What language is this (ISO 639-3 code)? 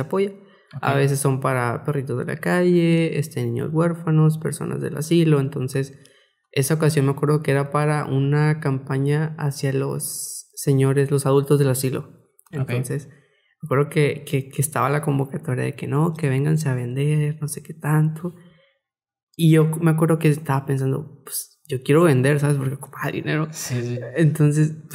spa